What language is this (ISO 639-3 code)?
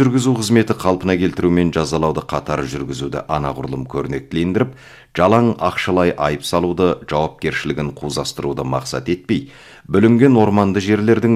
kaz